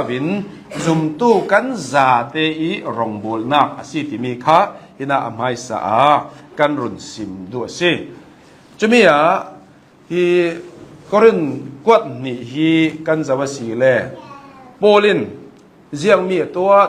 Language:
Hakha Chin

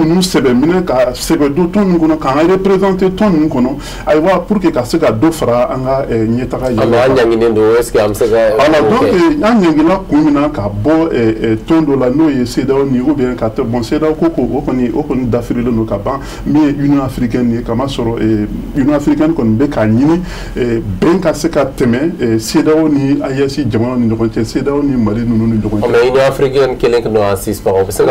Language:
Bambara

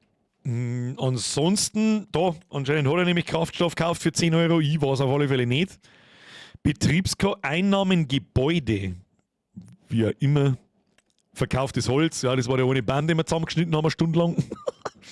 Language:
Bavarian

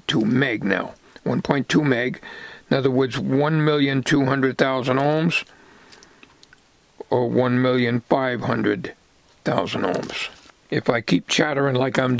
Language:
English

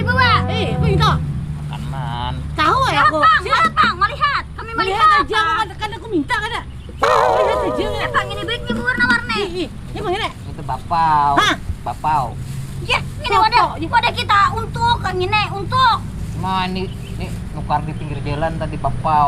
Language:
Banjar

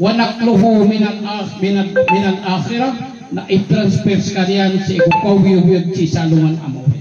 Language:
Maranao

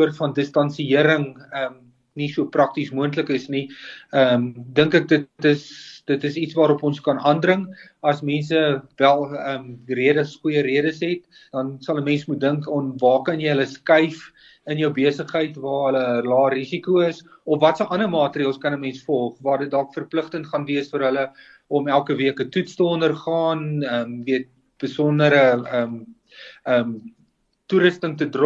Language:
Afrikaans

